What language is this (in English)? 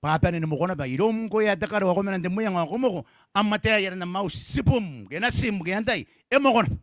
Gilbertese